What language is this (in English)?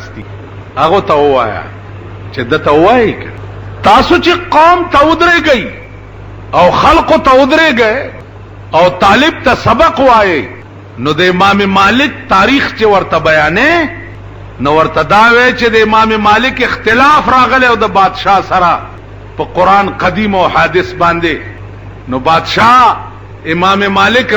Pashto